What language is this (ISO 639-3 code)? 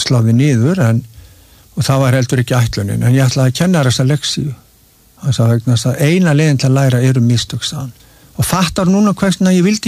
isl